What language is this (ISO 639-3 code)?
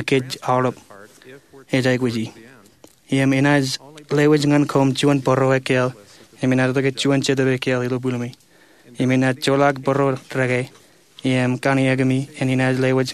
mah